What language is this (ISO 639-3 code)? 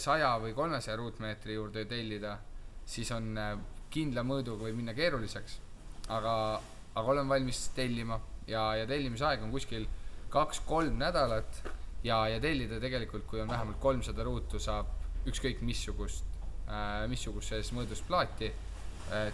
est